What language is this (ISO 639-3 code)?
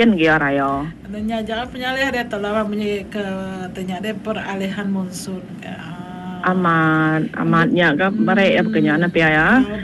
iba